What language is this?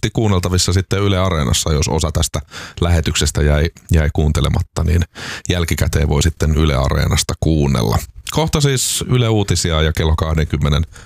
Finnish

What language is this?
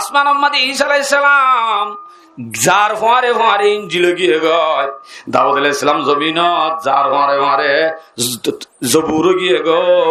Rohingya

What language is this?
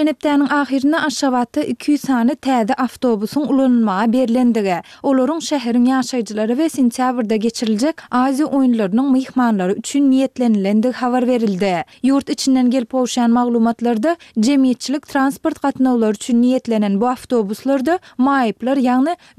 Turkmen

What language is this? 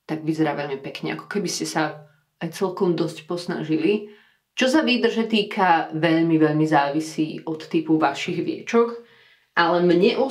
Slovak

